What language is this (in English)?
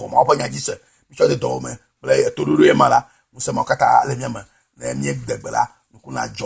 Ewe